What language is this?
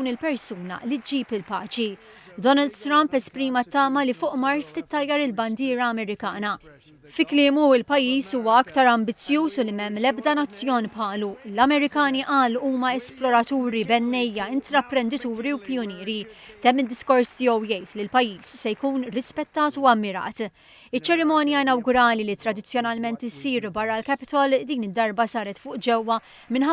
Maltese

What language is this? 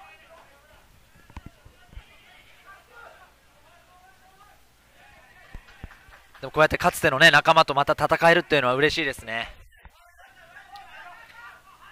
Japanese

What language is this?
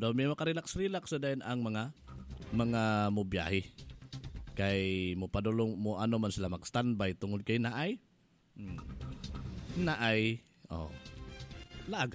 Cebuano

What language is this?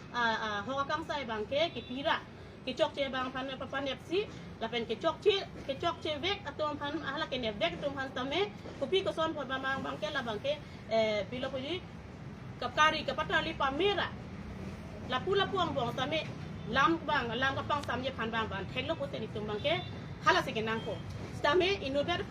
Karbi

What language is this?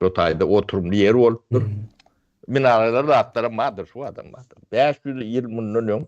Turkmen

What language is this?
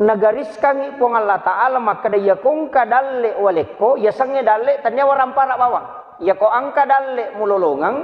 Buginese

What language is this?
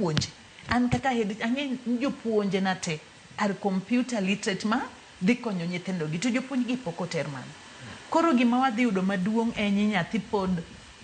Luo (Kenya and Tanzania)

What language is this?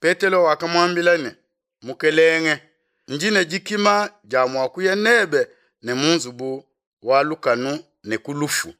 Luba-Lulua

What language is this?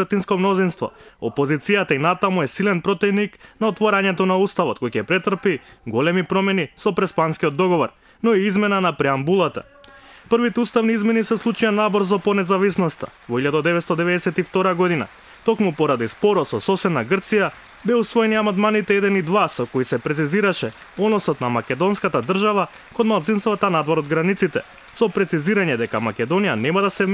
Macedonian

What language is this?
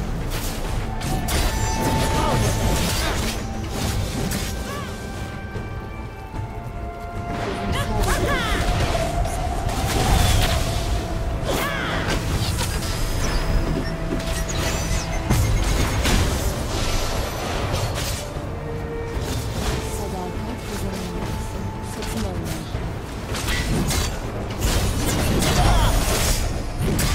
Turkish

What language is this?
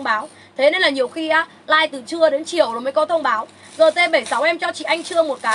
Vietnamese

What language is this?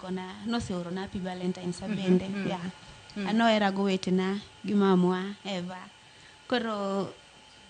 Luo (Kenya and Tanzania)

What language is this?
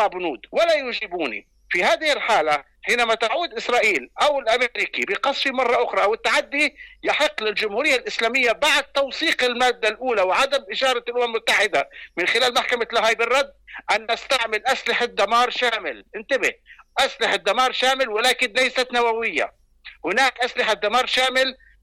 Arabic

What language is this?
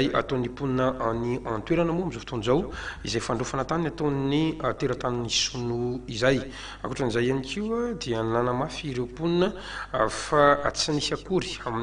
Malagasy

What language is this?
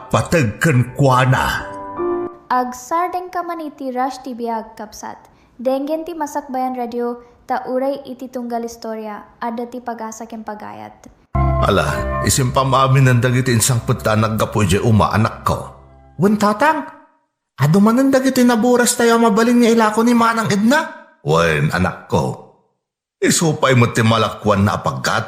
Iloko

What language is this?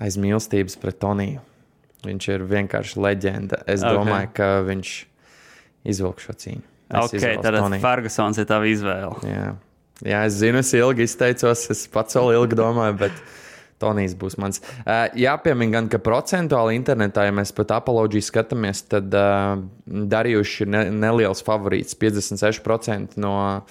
Latvian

